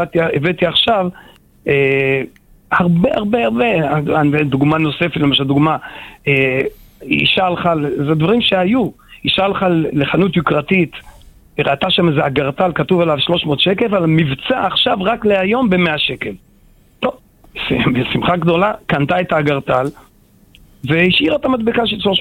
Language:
Hebrew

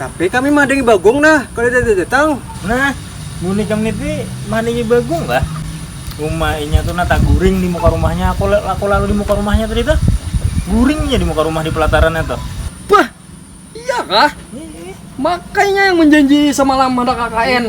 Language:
Banjar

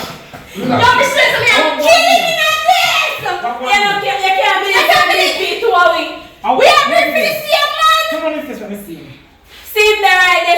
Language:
Jamaican Creole English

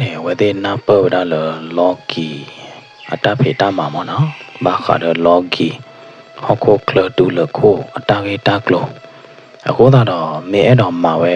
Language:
S'gaw Karen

